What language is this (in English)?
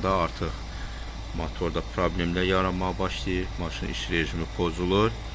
Azerbaijani